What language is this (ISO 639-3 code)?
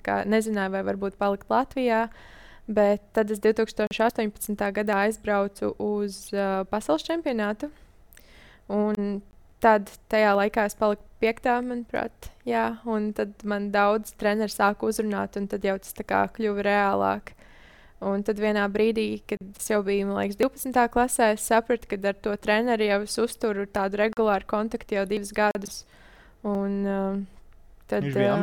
lav